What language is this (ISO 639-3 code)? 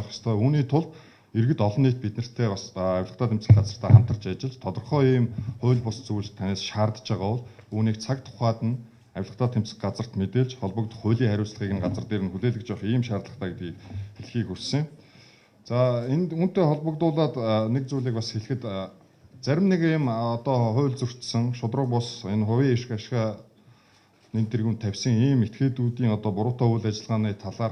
mon